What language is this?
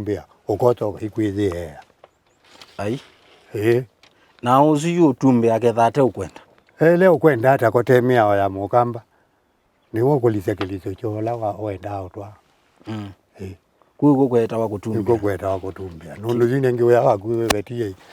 Kamba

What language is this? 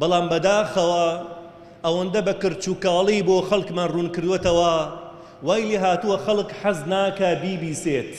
Central Kurdish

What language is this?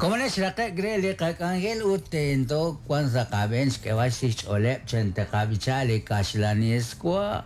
Kekchí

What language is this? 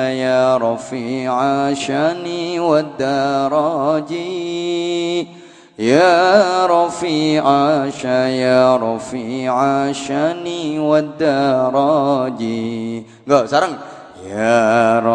Javanese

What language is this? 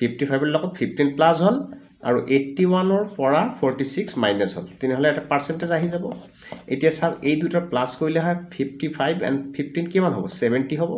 Assamese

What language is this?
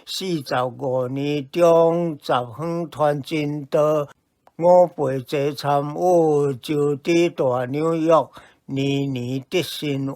Min Nan Chinese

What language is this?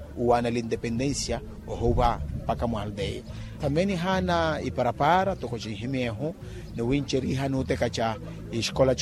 Makhuwa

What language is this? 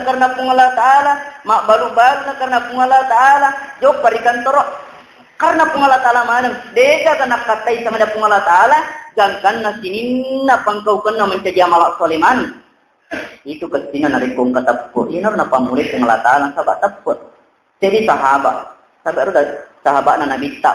Buginese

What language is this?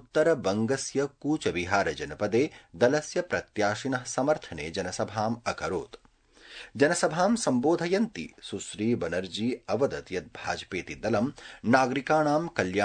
Sanskrit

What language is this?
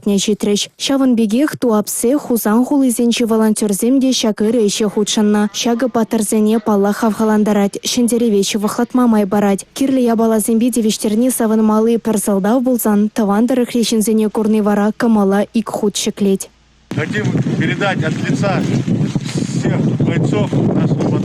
Chuvash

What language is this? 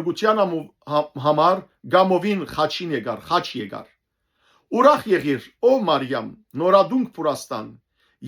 Western Armenian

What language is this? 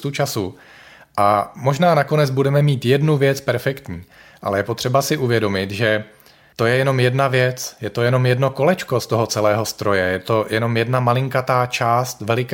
Czech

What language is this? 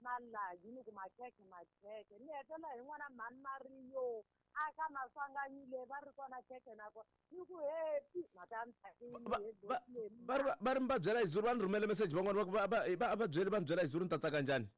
Tsonga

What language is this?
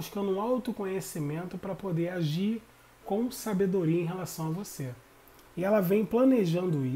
Portuguese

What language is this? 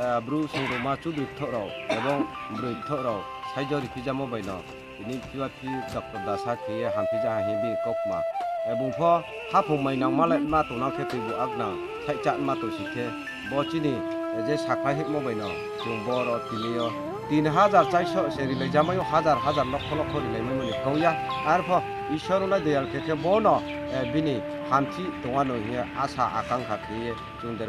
Riang (India)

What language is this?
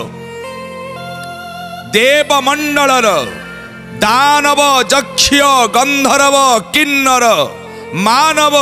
Odia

